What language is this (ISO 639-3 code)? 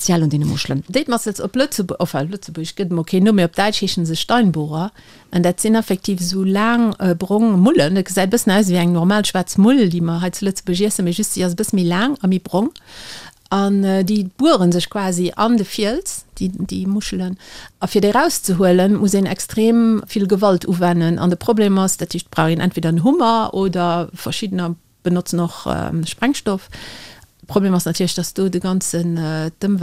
ltz